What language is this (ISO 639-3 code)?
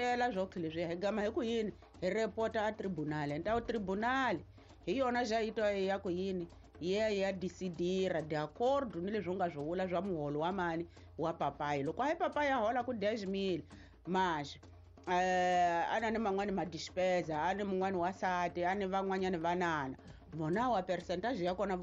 tso